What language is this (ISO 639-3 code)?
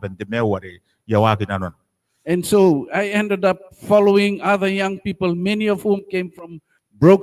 gil